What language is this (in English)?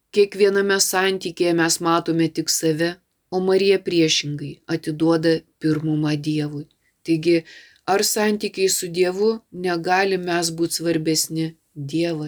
Lithuanian